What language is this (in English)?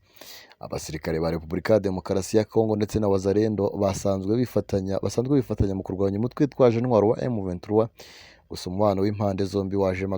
Kinyarwanda